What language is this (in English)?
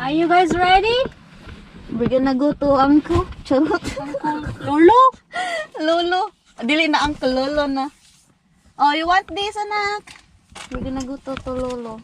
Cebuano